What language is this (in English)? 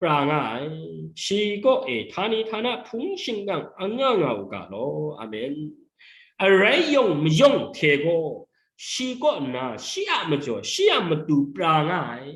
Kachin